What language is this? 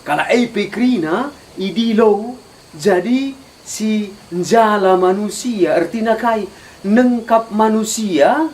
Batak Karo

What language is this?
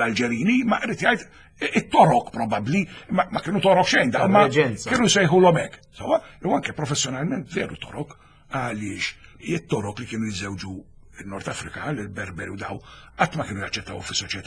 Maltese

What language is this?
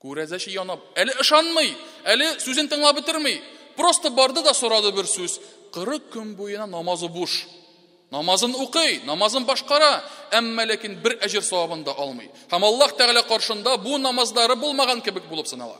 Tatar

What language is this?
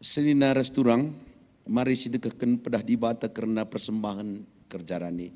Batak Karo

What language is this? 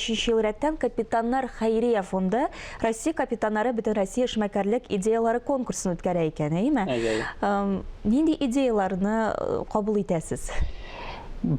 Tatar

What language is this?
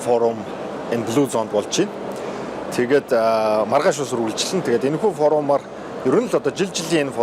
Mongolian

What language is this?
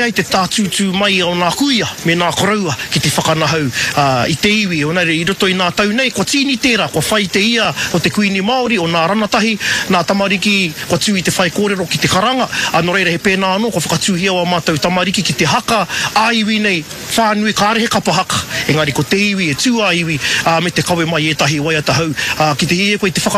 Māori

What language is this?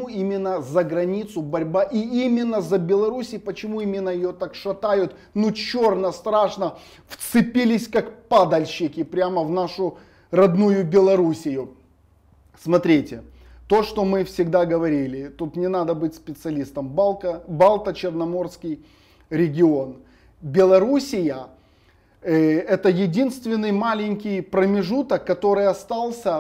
Russian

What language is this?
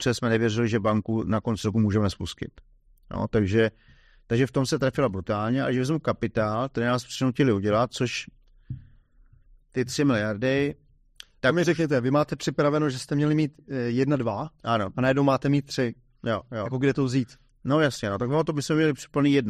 Czech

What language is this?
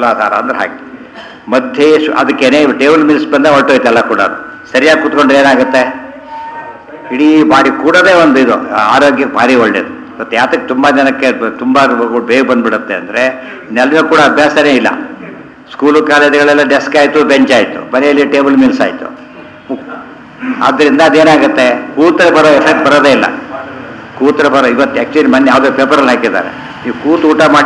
Kannada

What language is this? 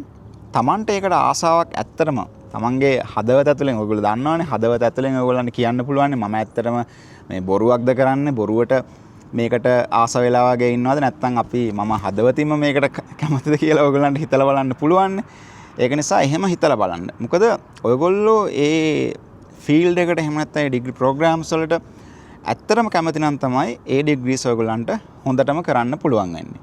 Sinhala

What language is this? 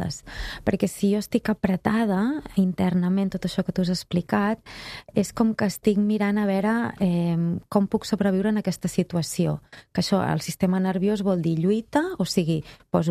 Catalan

